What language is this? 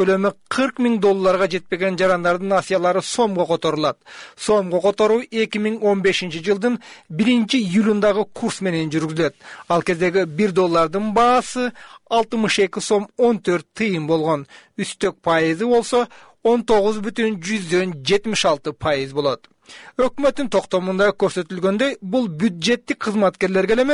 Kyrgyz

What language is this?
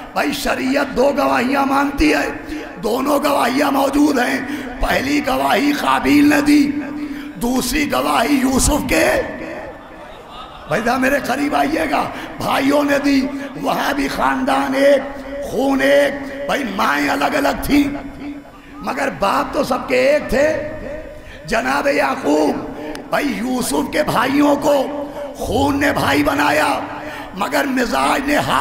Urdu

